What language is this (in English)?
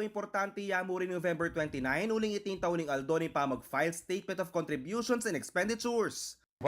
Pampanga